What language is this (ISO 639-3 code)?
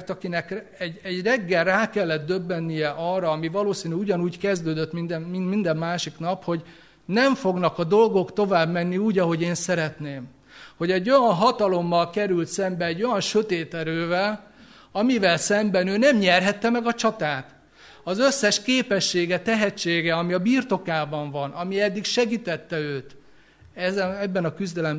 hun